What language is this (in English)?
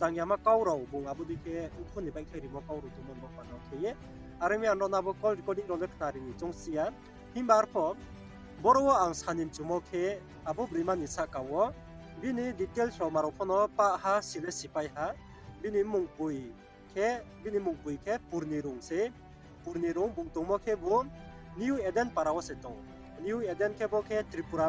Riang (India)